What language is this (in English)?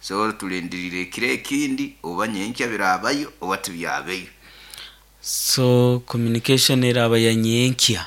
Nyankole